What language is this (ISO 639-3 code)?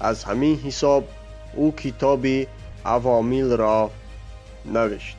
tgk